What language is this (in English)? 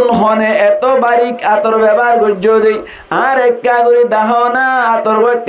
Rohingya